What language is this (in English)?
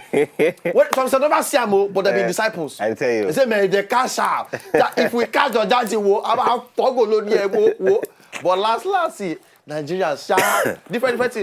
Nigerian Pidgin